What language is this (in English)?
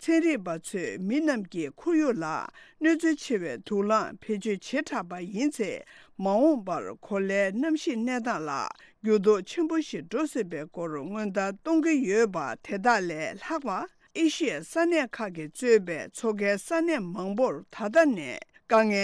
Tibetan